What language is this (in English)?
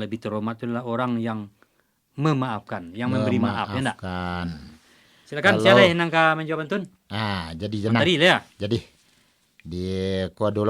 Minangkabau